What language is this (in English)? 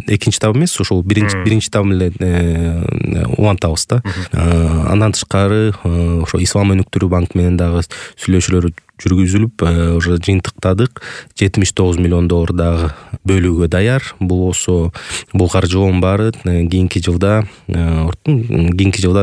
Kyrgyz